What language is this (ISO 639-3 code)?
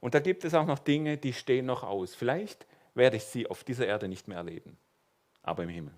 gsw